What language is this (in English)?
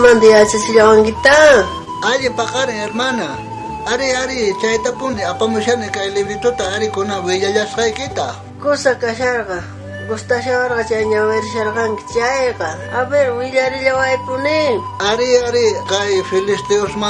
South Bolivian Quechua